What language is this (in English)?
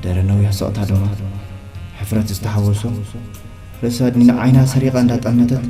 Tigrinya